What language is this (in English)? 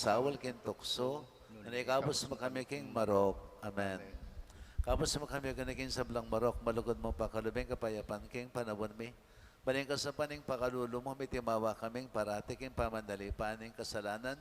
Pampanga